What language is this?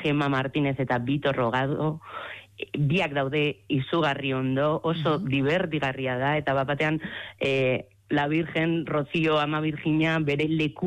Basque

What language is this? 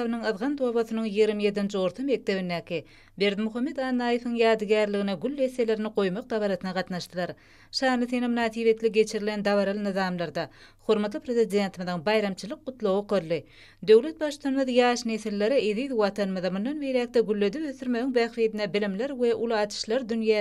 Turkmen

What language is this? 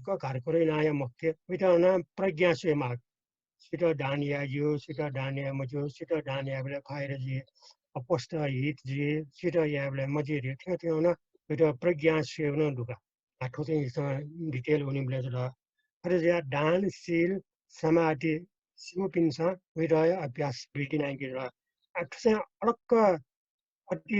Newari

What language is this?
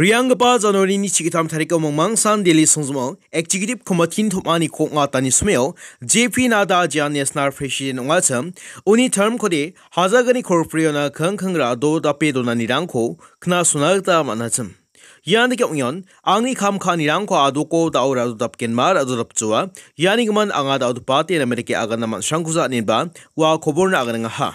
Garo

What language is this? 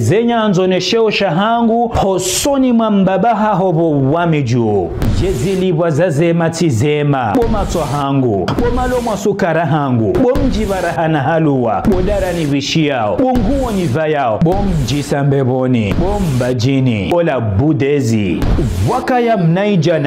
Ngazidja Comorian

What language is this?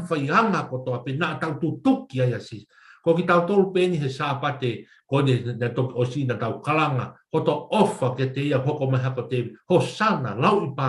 Tongan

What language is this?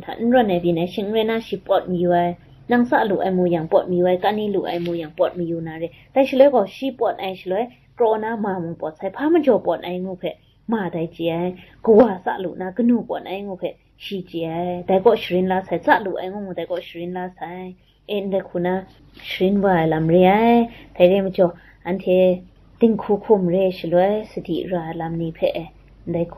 Kachin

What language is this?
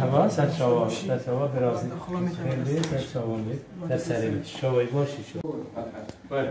Kurdish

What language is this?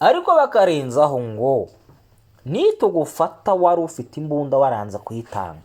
Kinyarwanda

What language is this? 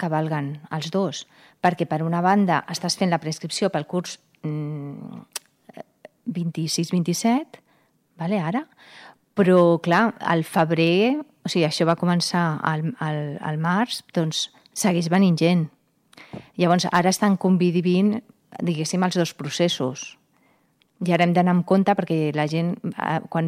Catalan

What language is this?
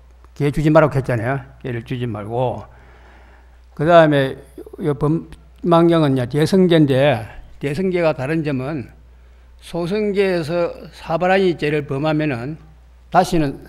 Korean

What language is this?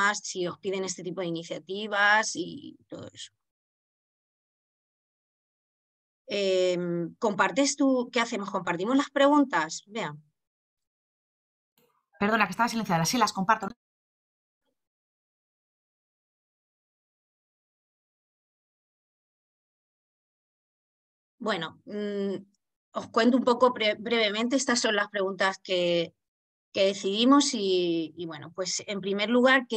Spanish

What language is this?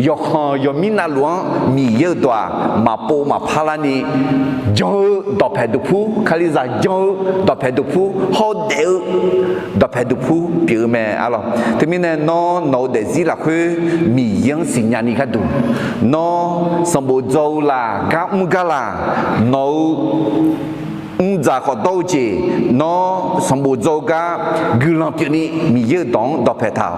Akha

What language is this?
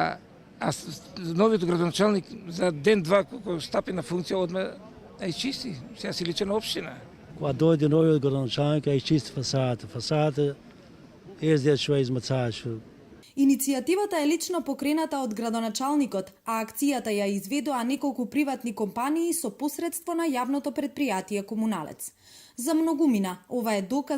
Macedonian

